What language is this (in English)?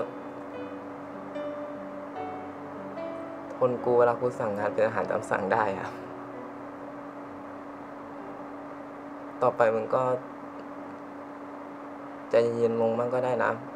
Thai